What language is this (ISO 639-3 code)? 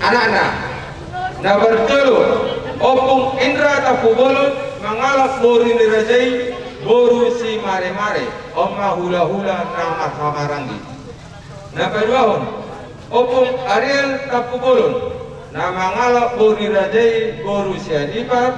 bbc